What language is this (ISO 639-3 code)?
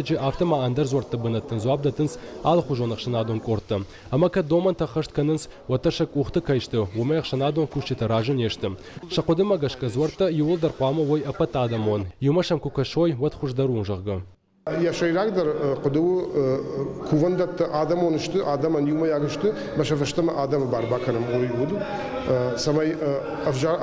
oss